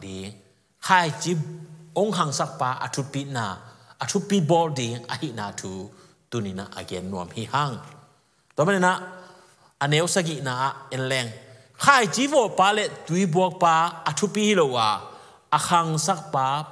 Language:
Tedim Chin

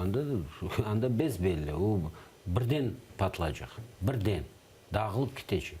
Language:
Crimean Tatar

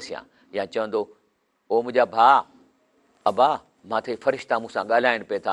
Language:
Sindhi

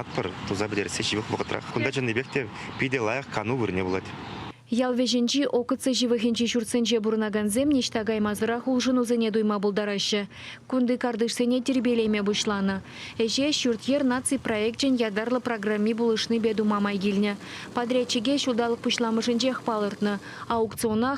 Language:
Chuvash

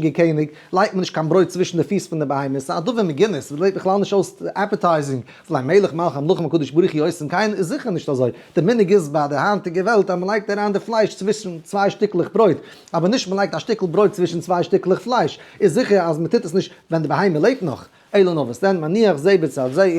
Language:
Yiddish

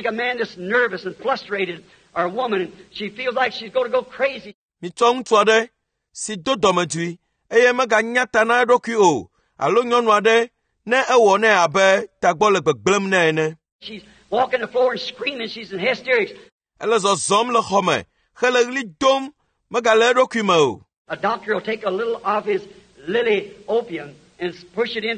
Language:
Ewe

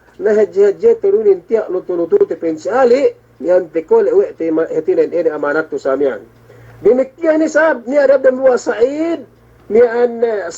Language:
Yakan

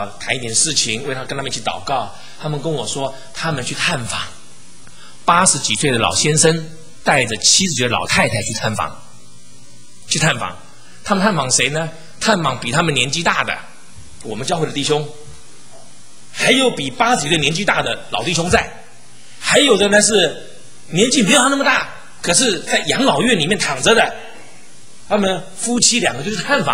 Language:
Chinese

